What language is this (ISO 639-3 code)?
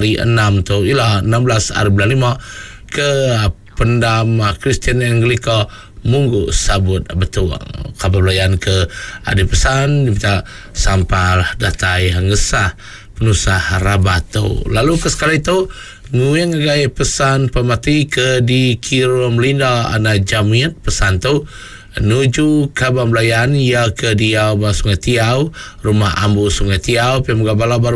iba